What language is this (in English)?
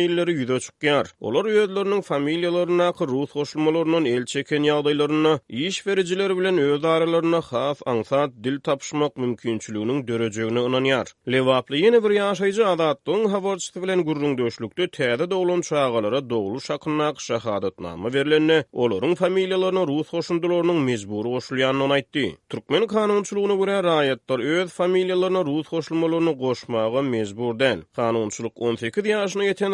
Turkmen